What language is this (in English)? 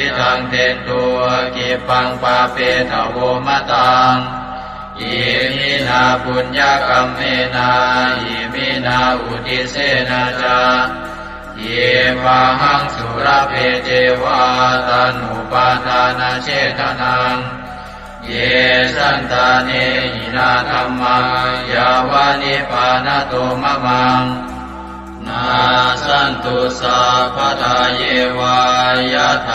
Pali